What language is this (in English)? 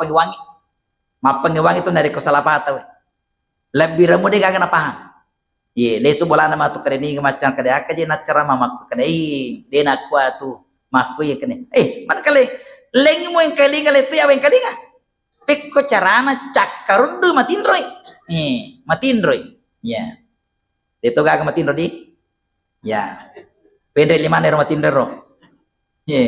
Buginese